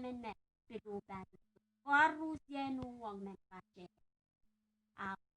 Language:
Pohnpeian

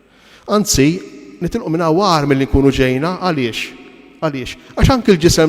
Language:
Maltese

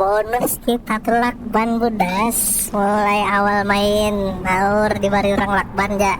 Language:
Banjar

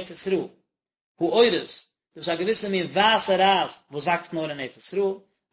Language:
Yiddish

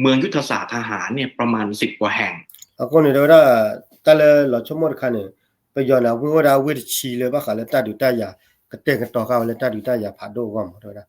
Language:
S'gaw Karen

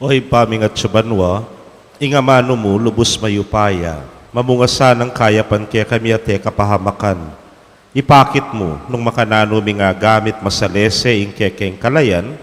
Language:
Pampanga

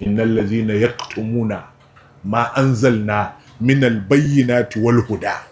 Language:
Hausa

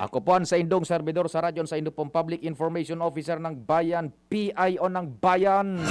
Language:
Bikol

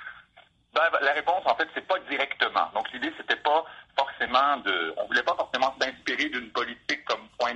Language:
French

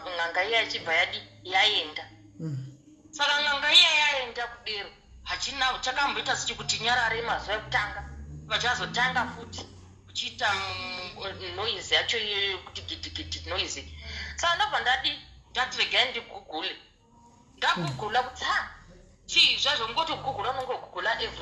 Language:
Shona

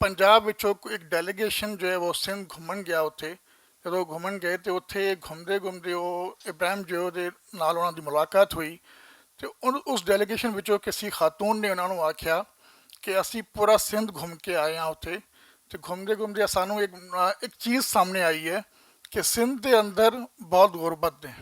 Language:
Western Panjabi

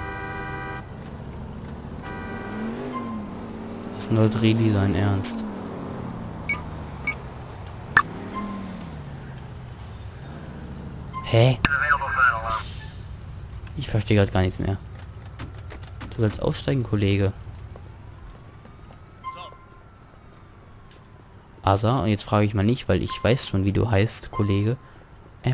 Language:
German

